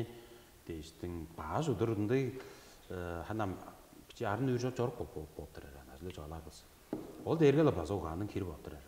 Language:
Tuvinian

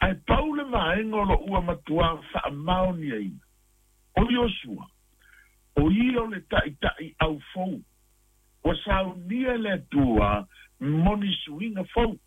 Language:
Samoan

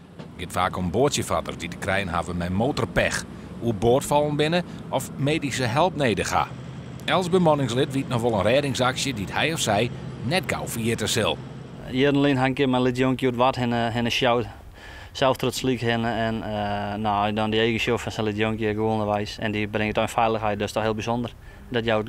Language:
Western Frisian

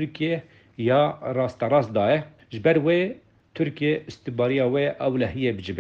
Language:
Kurdish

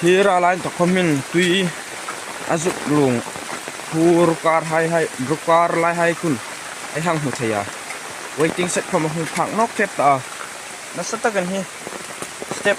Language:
Hmar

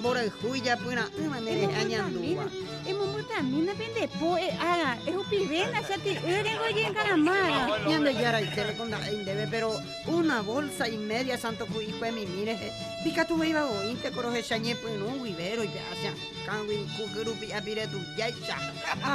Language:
Guarani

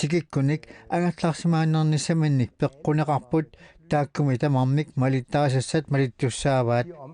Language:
Kalaallisut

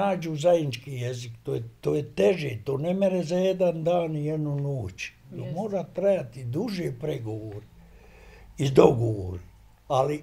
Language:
Bosnian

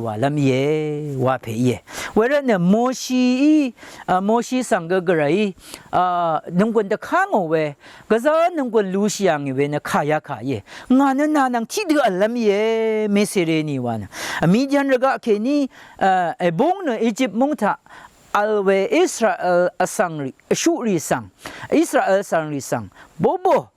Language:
Rawang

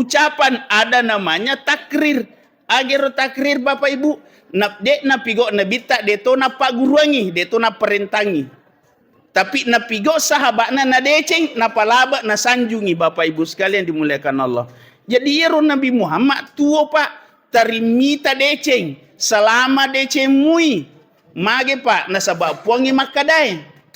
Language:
Buginese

